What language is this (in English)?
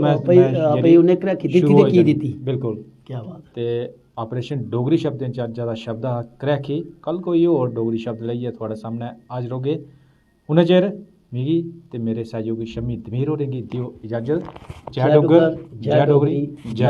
Dogri